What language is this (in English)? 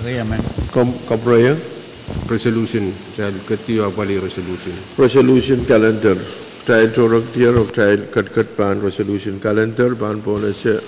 Pohnpeian